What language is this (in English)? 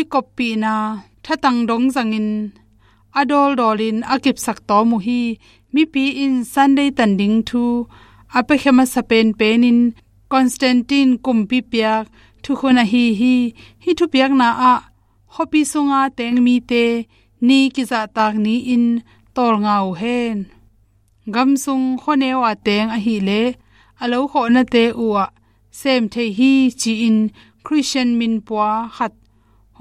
Tedim Chin